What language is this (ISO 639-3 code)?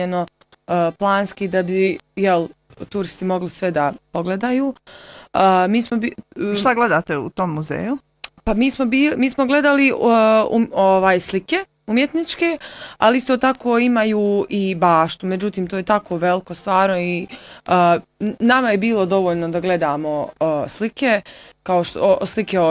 bos